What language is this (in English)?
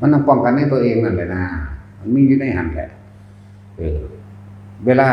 Northeastern Thai